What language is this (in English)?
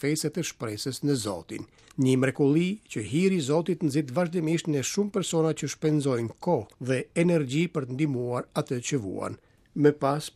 Albanian